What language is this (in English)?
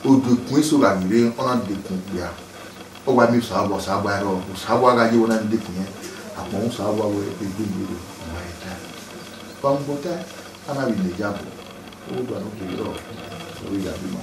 Bini